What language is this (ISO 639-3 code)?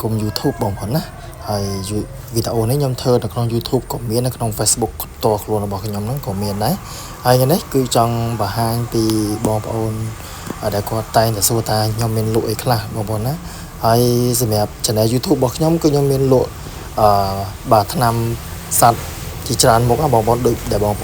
khm